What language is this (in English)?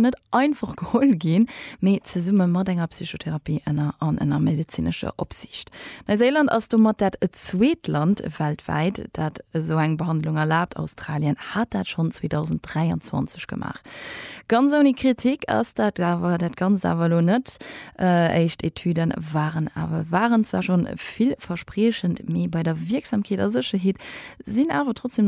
Luxembourgish